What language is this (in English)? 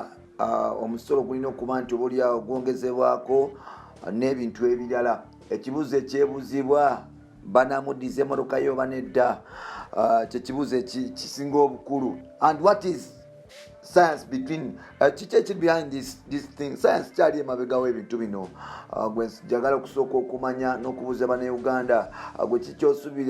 Ganda